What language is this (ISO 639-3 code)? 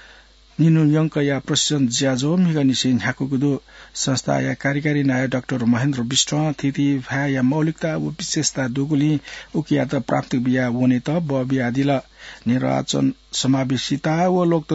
new